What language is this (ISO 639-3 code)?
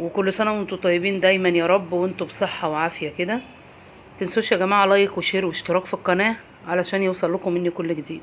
arz